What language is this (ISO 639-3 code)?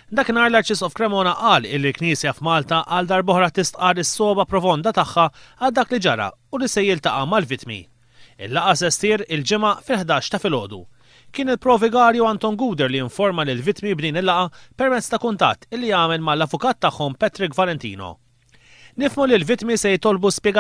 mlt